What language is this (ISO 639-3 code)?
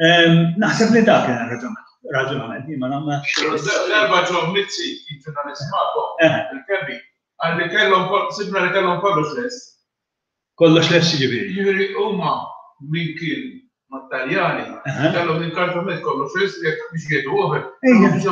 mlt